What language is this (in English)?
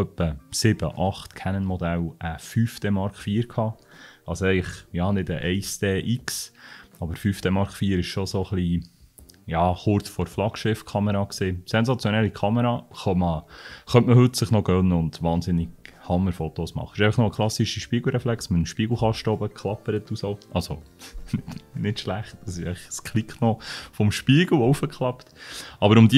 Swiss German